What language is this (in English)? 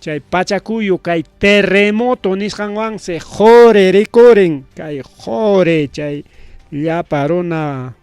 Ayacucho Quechua